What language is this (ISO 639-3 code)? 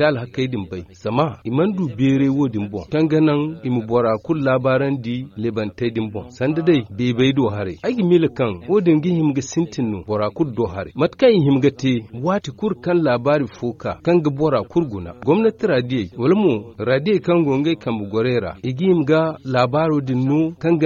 dje